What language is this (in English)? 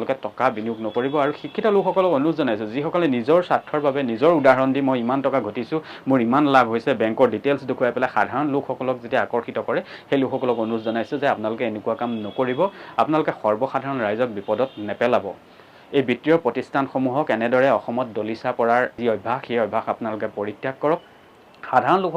Assamese